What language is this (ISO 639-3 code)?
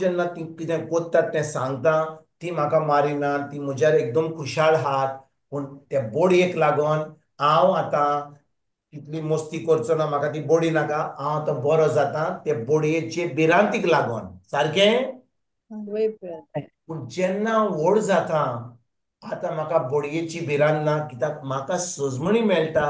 kok